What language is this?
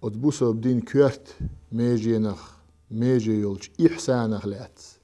Chechen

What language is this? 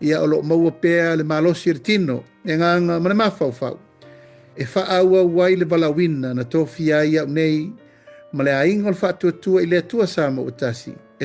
Samoan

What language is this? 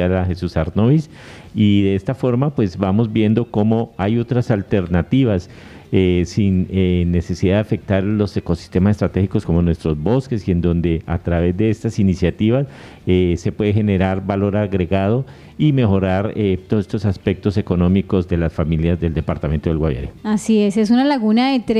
Spanish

